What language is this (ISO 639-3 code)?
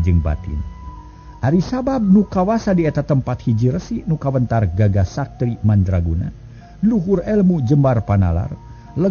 sun